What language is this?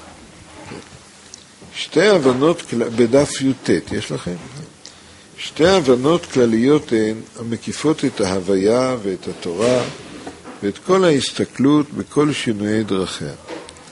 Hebrew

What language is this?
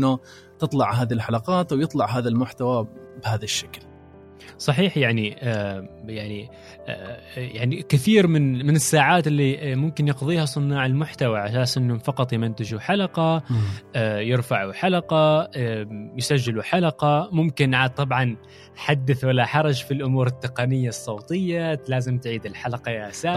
Gulf Arabic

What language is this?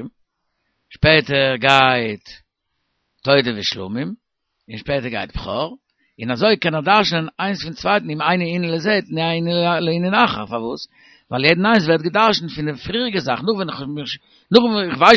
Yiddish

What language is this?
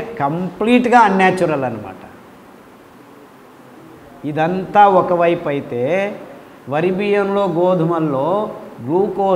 Telugu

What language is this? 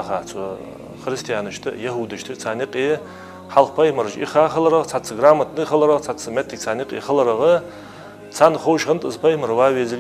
Ingush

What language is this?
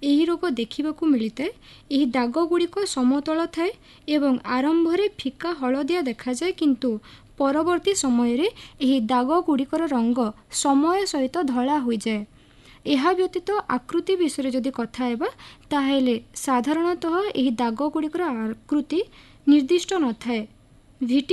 Odia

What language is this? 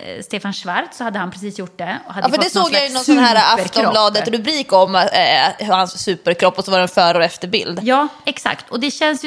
Swedish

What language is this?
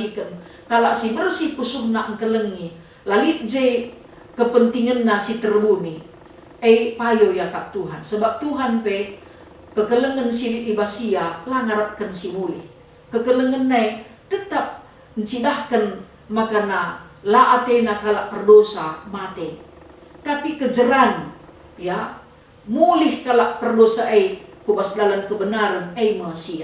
Batak Karo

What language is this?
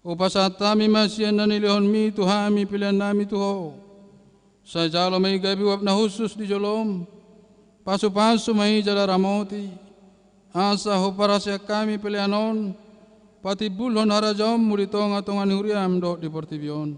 Batak Toba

